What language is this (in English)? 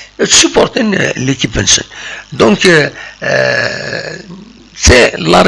Kabyle